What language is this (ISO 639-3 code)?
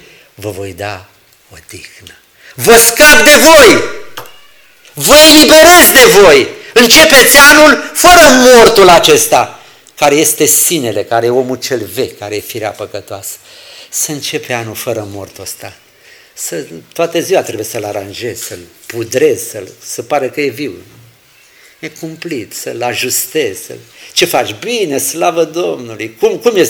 ron